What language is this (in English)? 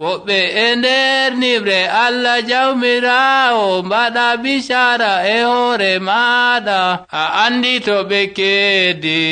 Nigerian Fulfulde